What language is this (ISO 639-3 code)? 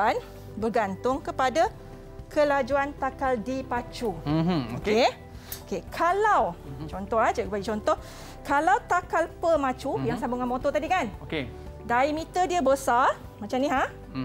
msa